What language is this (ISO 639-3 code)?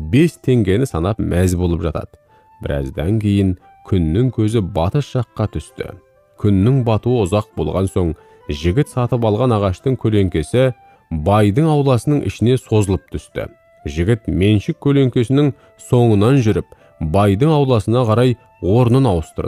kaz